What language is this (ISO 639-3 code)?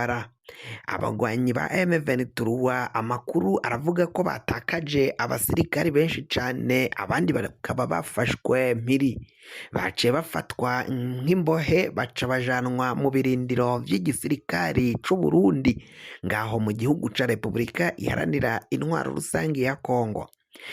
run